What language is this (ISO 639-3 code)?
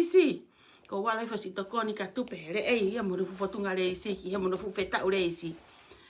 ton